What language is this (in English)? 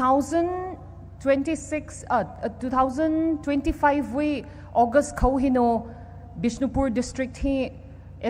Poumei Naga